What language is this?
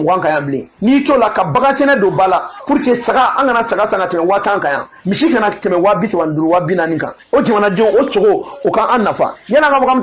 Bambara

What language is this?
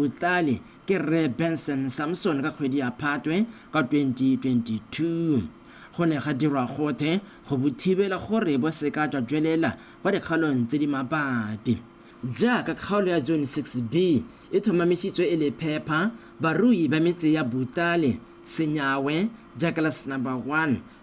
Tswana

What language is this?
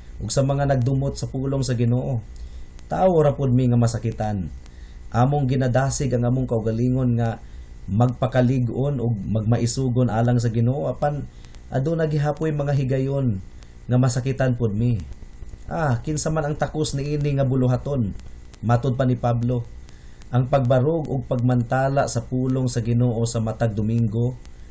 Cebuano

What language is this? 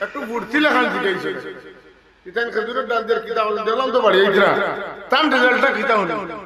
Sylheti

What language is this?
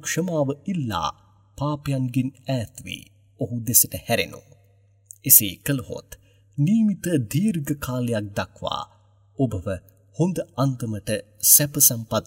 Sinhala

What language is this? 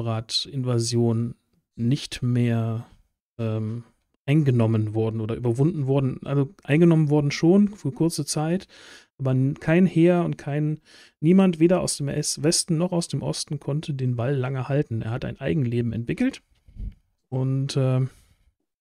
German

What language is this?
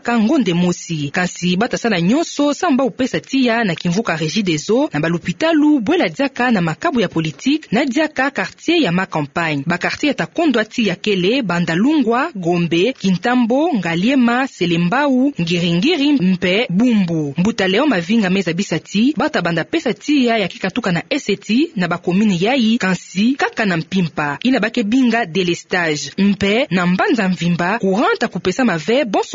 Kituba (Democratic Republic of Congo)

